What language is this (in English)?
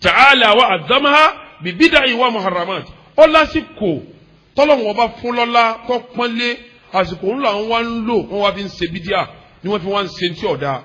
Yoruba